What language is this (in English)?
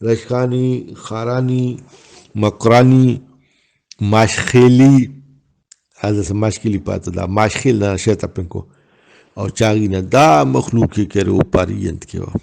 Brahui